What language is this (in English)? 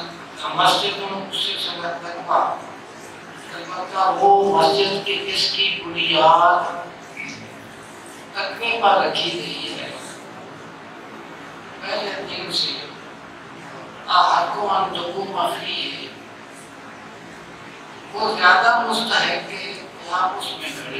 Urdu